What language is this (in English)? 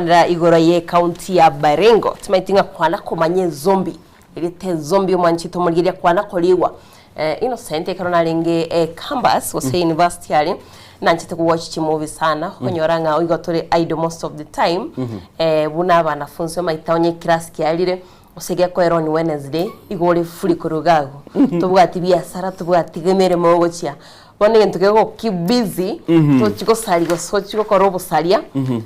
Gusii